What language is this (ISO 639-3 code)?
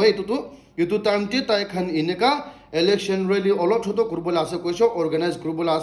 nag